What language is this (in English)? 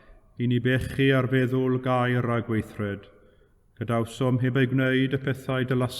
Welsh